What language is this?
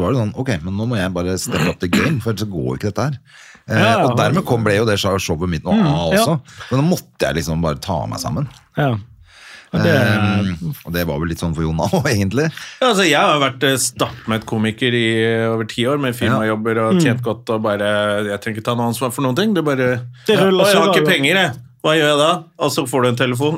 Norwegian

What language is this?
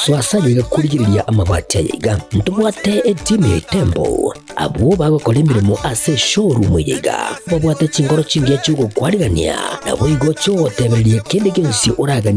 Gusii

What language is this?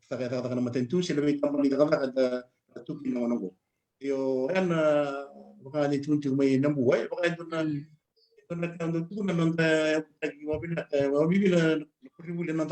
Fijian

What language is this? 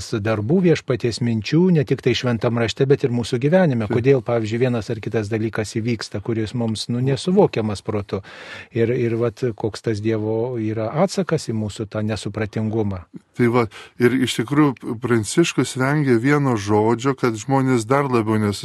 Lithuanian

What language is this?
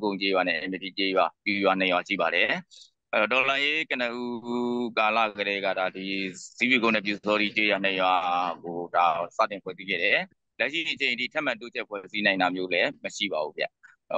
Burmese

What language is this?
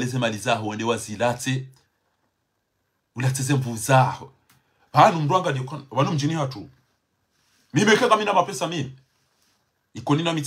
Swahili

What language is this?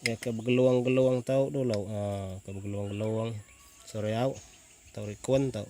Iban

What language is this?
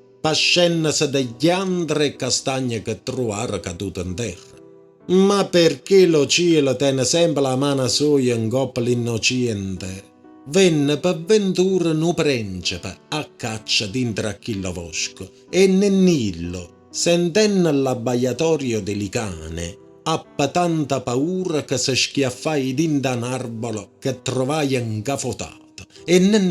Neapolitan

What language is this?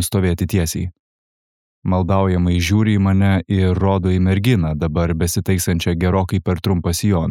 Lithuanian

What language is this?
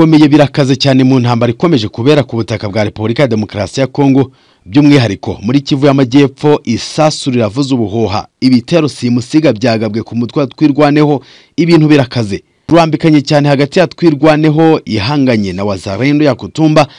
Kinyarwanda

